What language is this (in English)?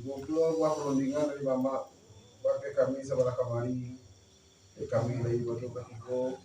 Minangkabau